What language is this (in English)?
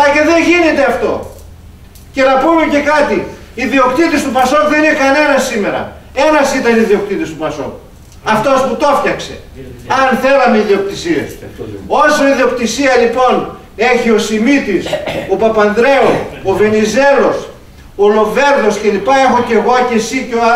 Greek